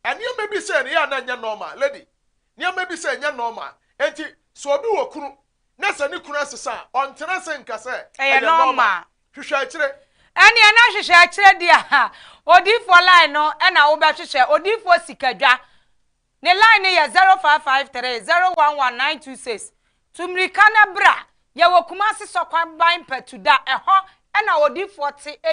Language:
Akan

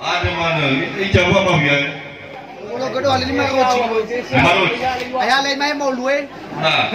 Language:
Nias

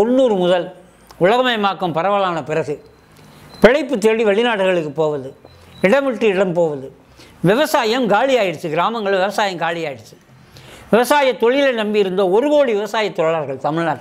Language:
Tamil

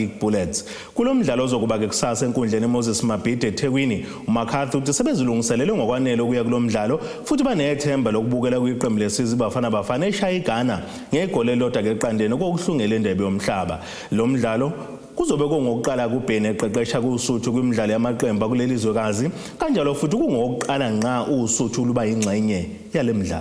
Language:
Zulu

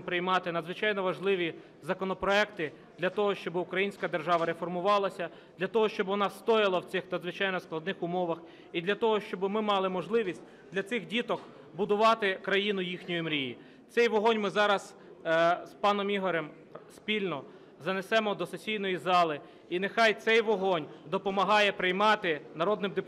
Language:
Ukrainian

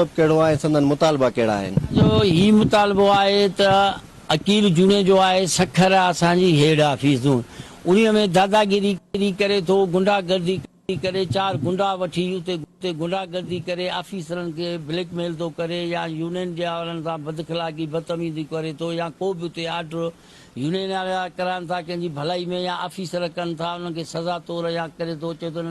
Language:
Sindhi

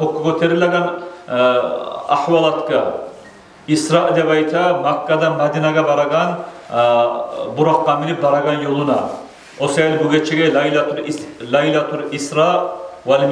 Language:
Kumyk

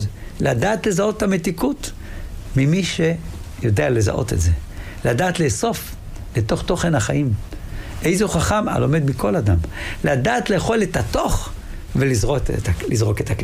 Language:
Hebrew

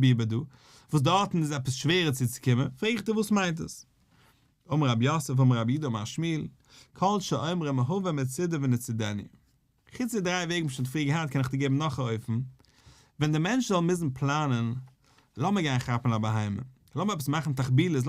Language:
Yiddish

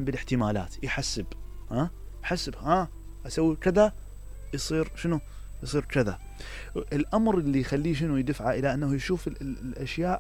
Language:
Mesopotamian Arabic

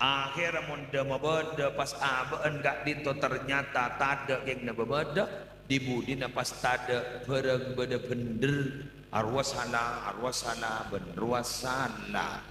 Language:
Madurese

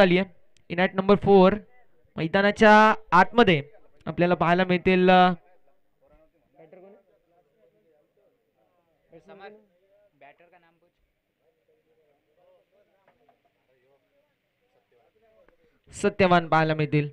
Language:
Marathi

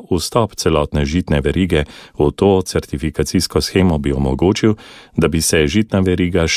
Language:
Slovenian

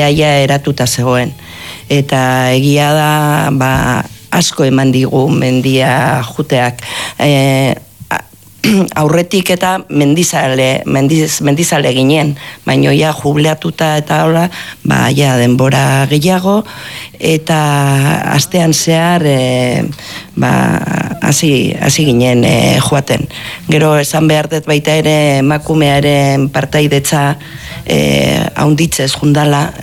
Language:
Basque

